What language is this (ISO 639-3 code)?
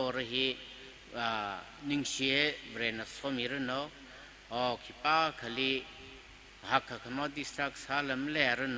nmf